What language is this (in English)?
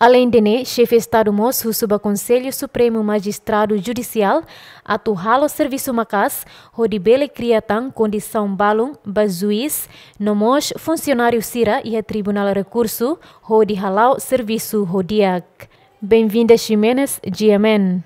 Tetum